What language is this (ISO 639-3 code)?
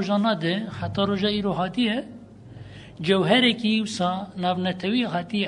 kur